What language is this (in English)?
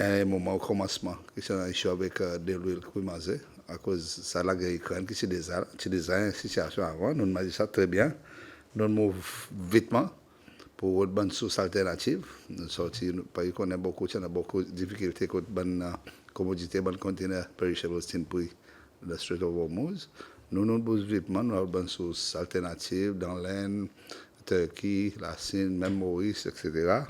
Seselwa Creole French